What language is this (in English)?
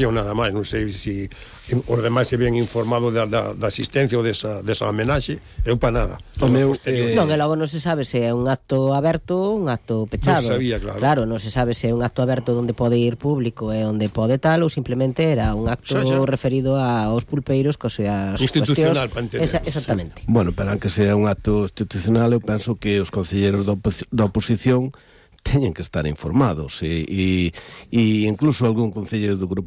Galician